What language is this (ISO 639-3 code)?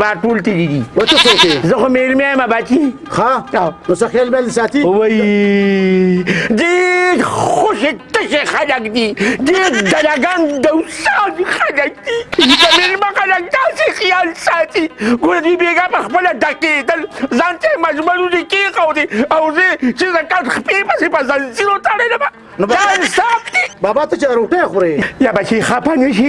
pus